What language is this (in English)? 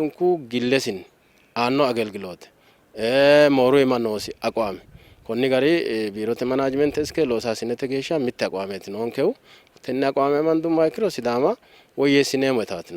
Sidamo